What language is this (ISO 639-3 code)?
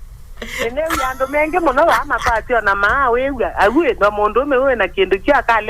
kam